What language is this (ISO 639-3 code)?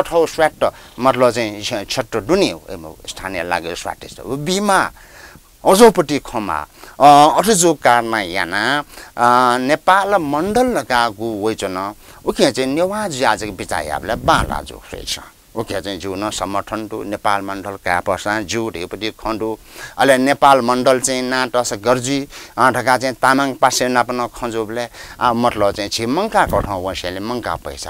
new